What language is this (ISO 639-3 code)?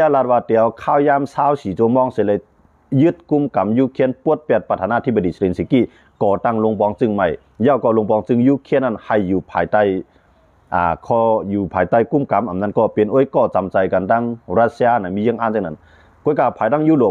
shn